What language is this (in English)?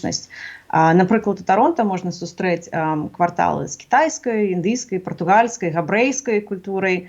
Belarusian